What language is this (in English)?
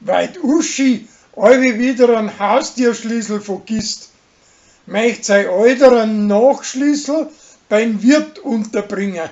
Bavarian